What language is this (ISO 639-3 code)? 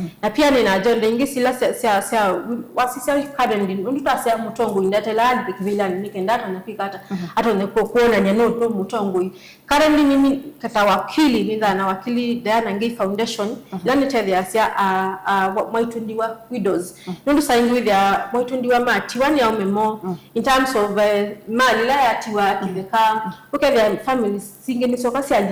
kam